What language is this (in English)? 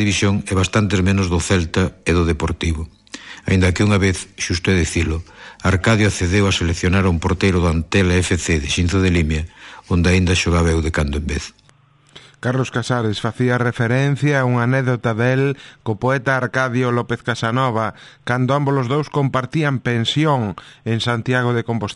Galician